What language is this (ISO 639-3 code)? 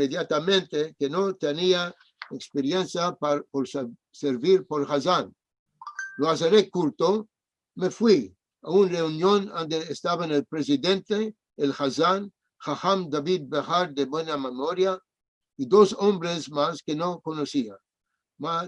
lad